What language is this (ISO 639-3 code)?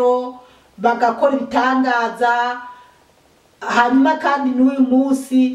run